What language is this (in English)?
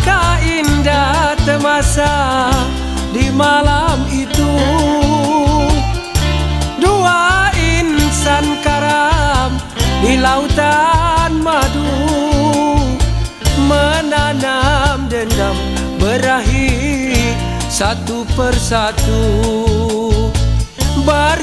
Malay